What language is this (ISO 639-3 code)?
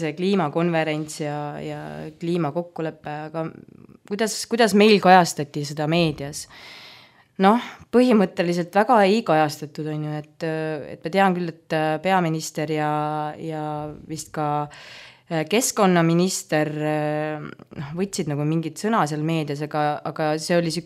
est